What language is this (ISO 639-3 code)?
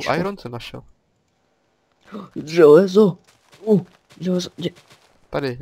ces